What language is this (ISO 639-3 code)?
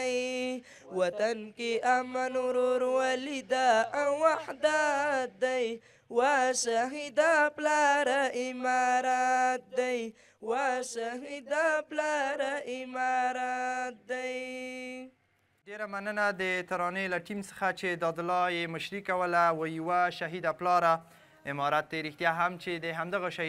pus